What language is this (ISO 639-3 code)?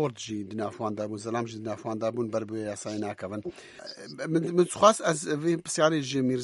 kur